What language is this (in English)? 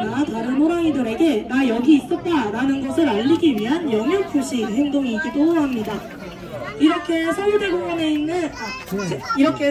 Korean